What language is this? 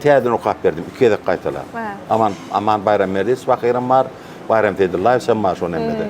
Turkmen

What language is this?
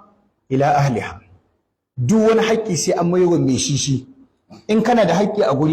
Hausa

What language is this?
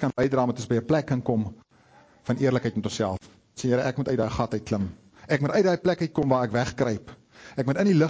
Afrikaans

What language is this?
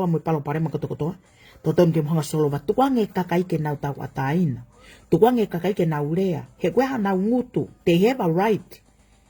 Tongan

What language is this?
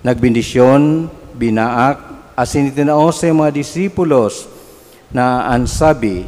Bikol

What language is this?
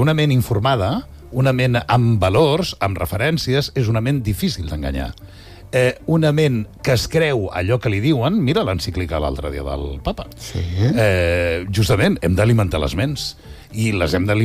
Catalan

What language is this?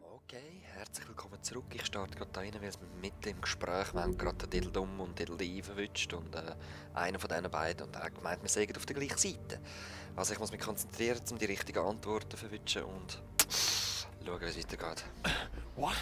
Swiss German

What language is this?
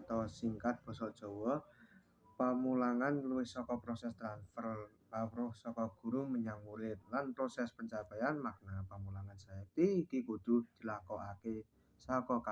Javanese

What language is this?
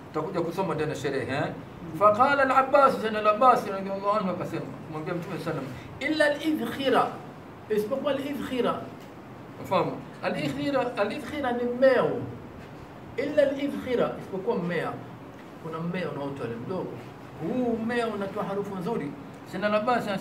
Swahili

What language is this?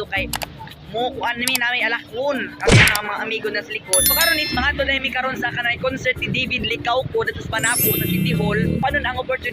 Cebuano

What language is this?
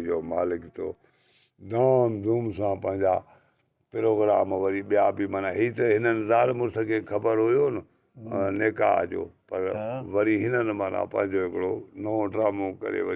Sindhi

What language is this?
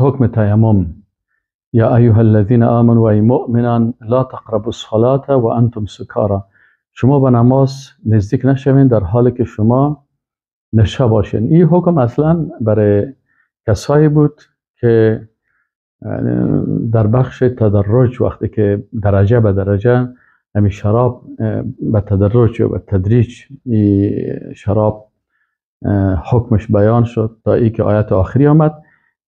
Persian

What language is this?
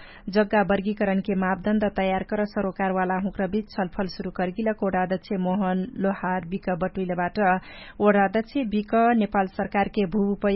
Dangaura Tharu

